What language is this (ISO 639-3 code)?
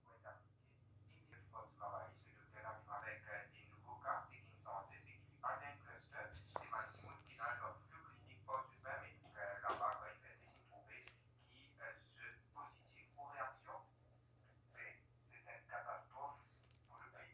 mfe